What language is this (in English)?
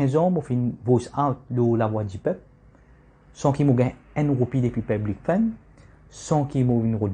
Morisyen